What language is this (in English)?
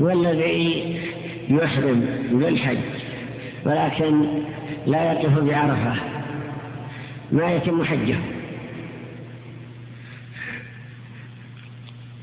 Arabic